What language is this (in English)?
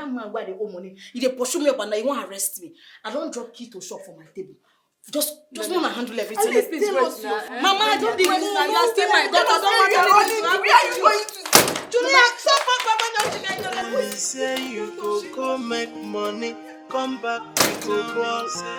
Nigerian Pidgin